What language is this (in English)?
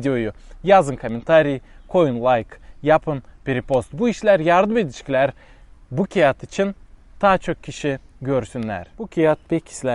Gagauz